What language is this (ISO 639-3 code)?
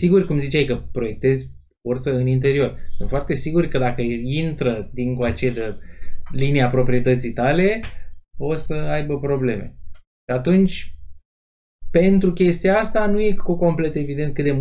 ron